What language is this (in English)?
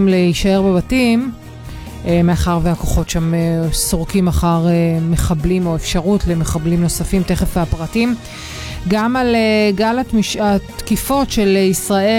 Hebrew